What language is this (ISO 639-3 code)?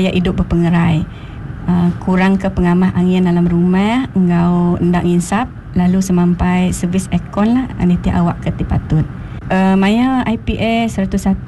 iba